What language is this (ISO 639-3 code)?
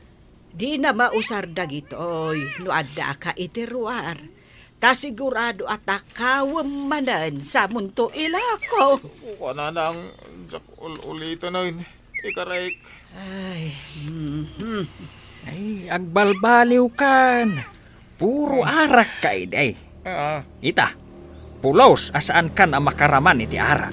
ilo